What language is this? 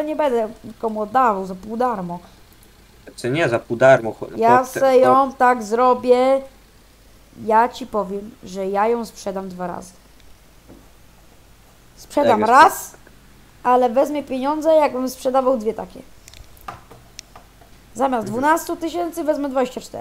Polish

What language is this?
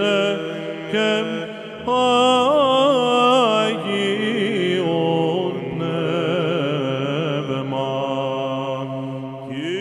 Greek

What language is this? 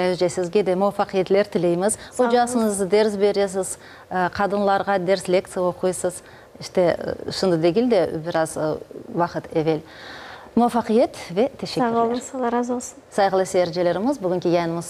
Crimean Tatar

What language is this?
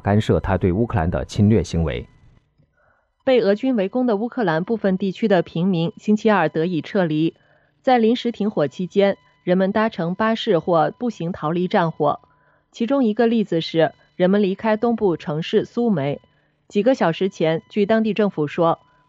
Chinese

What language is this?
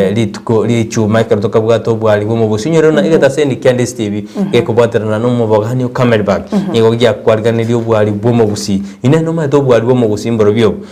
Gusii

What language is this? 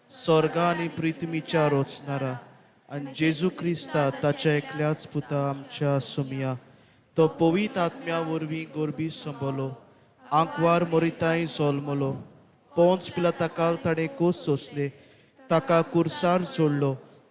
Konkani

